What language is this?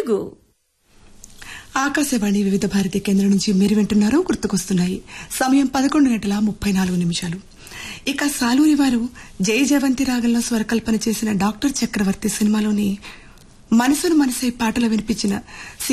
Telugu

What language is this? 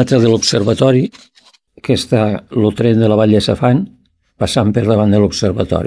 Catalan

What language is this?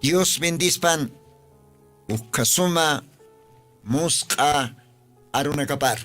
Aymara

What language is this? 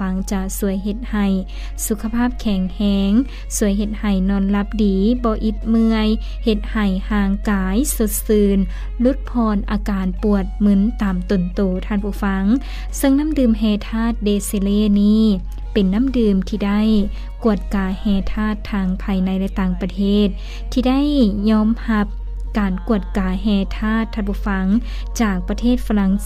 Lao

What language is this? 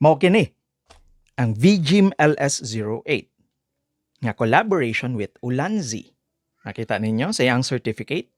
Cebuano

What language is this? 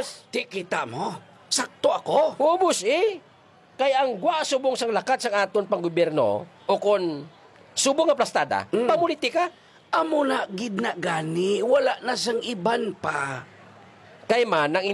Hiligaynon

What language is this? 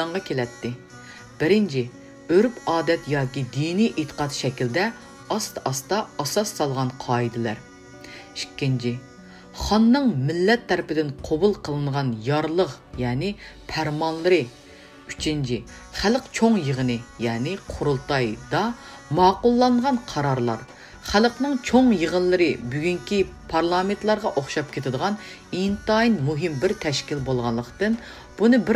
Uyghur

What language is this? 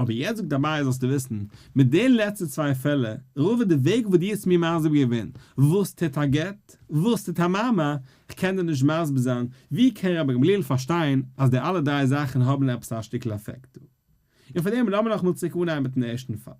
Yiddish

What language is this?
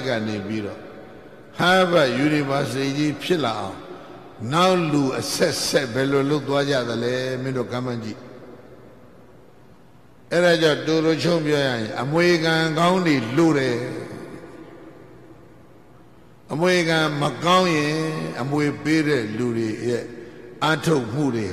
Burmese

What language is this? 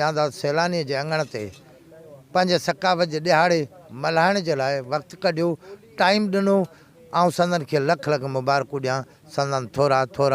Sindhi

